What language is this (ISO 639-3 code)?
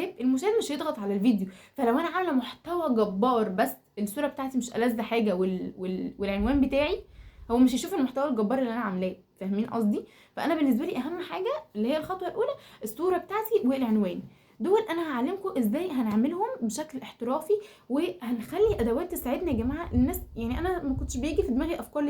arz